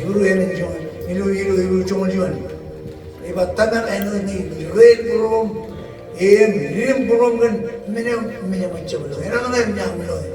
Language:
Marshallese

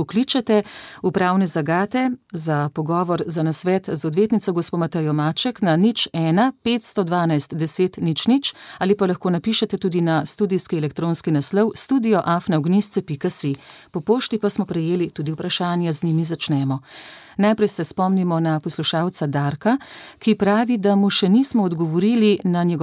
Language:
Slovenian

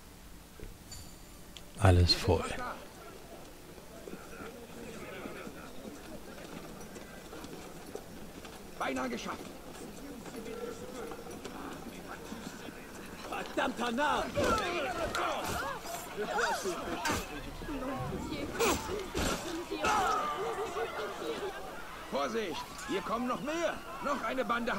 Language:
German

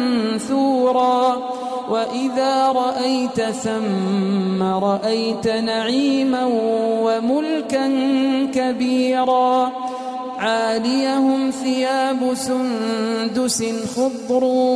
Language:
Arabic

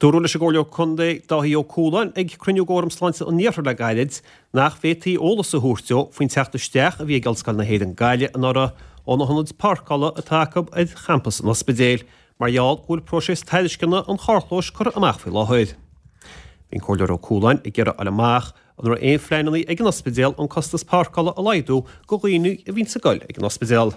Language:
Irish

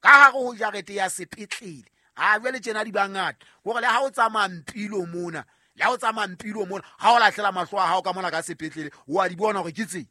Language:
Southern Sotho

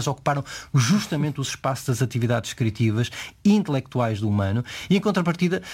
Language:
Portuguese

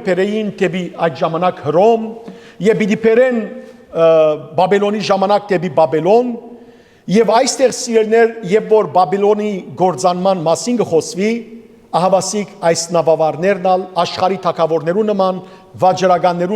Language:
Western Armenian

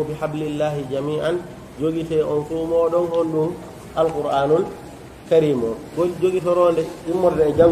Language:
Pular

